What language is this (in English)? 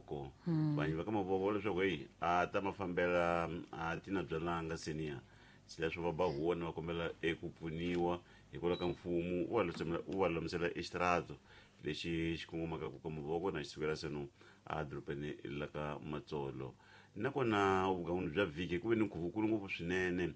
Tsonga